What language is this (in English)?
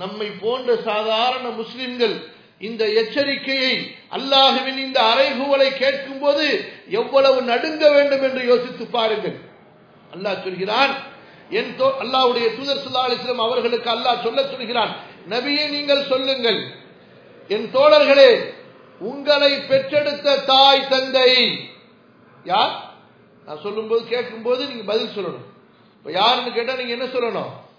Tamil